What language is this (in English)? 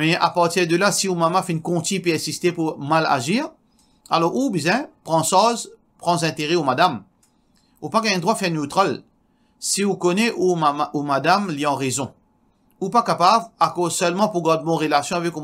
Morisyen